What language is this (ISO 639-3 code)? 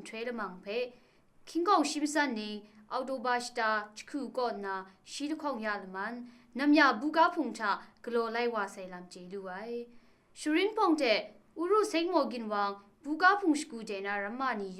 kac